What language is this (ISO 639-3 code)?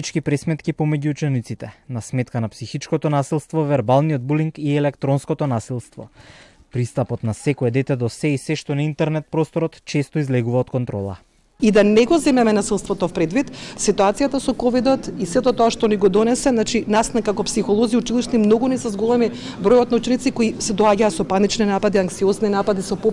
mkd